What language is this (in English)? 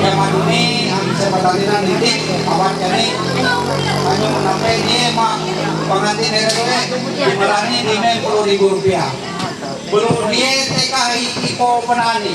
Ma'anyan